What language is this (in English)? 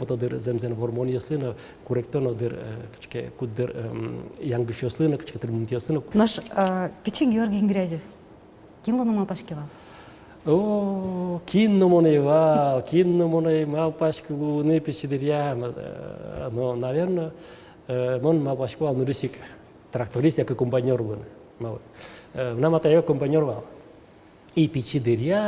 Udmurt